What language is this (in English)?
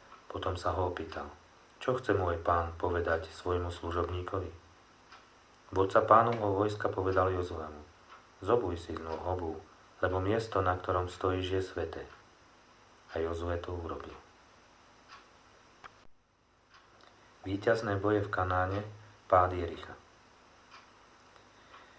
Slovak